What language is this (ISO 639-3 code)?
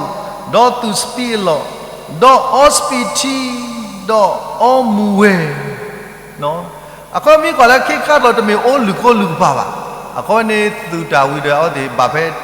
ksw